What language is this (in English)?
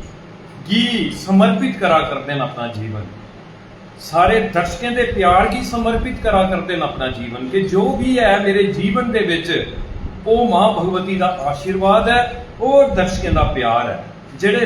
Dogri